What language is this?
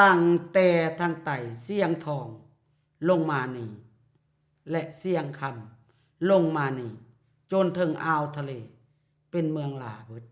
Lao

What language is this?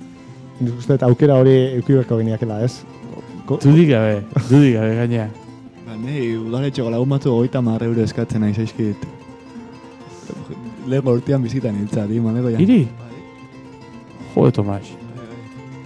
Basque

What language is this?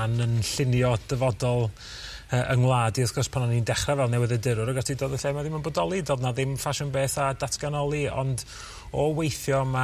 Welsh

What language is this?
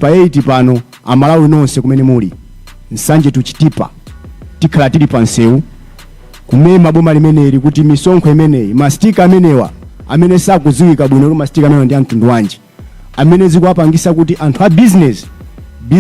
Nyanja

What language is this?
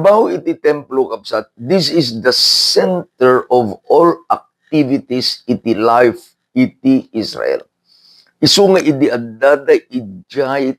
Iloko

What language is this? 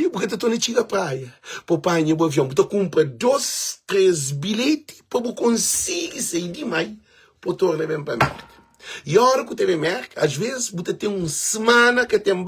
Kabuverdianu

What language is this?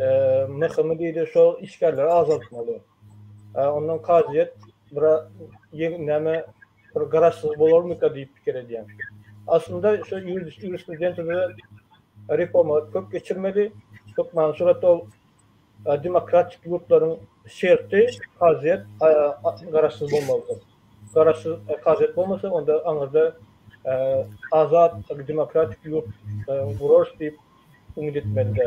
Turkmen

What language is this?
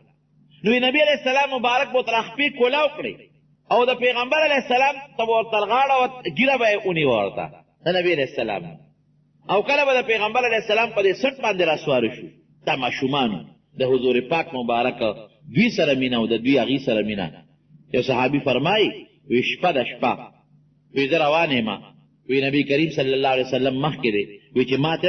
Pashto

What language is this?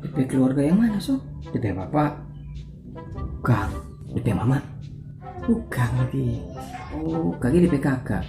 Manado Malay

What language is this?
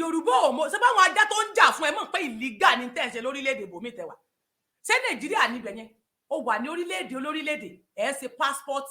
Yoruba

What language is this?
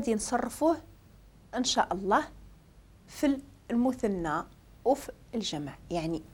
Moroccan Arabic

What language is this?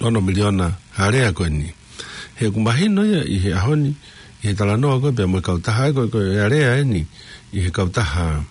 Tongan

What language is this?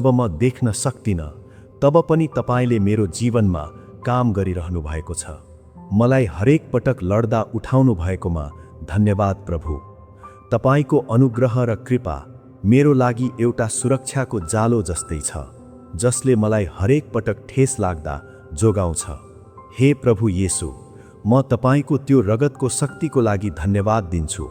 Nepali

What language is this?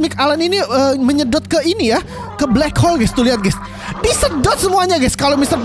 Indonesian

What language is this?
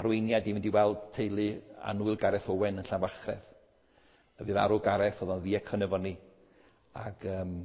Welsh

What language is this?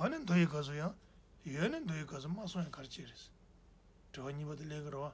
Tibetan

